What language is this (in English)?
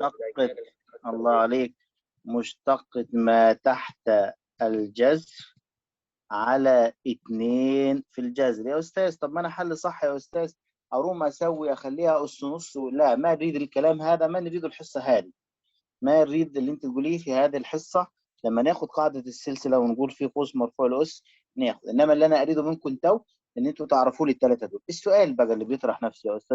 Egyptian Arabic